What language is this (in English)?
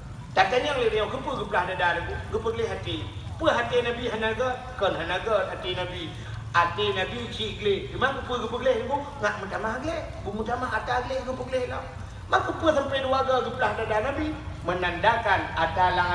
Achinese